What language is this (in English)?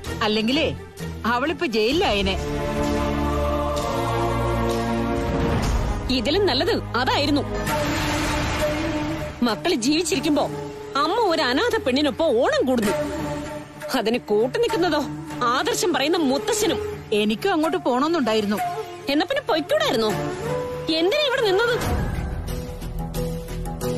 Malayalam